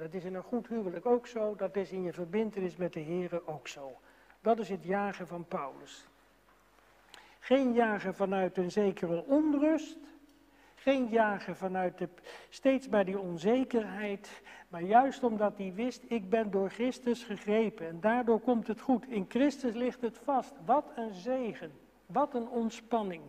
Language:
Dutch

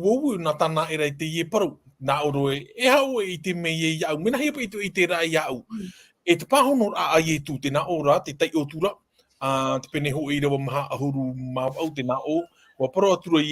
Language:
Tahitian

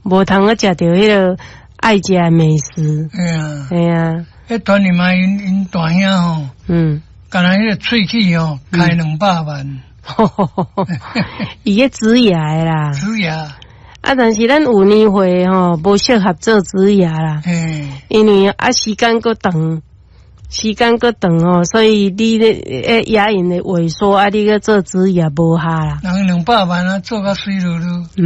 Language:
Min Nan Chinese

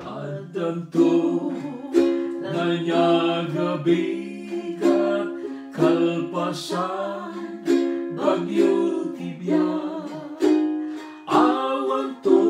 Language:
Iloko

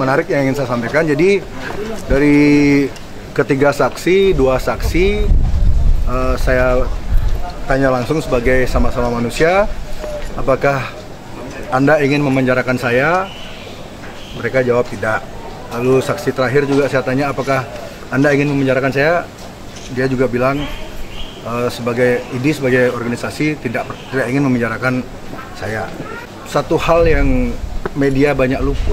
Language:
Indonesian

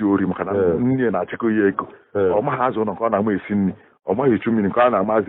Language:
Igbo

